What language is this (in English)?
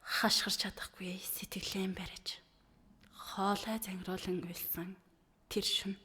Mongolian